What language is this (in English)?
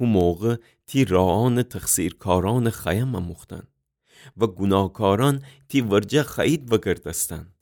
Gilaki